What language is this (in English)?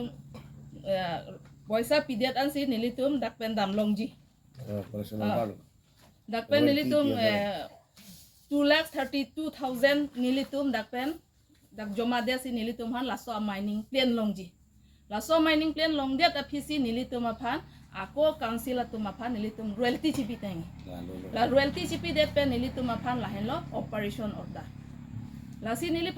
Karbi